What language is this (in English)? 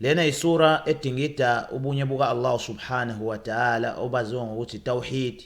Zulu